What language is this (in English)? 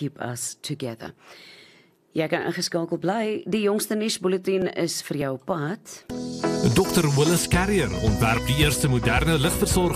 Afrikaans